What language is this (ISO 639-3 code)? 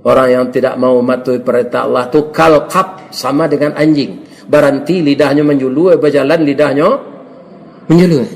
min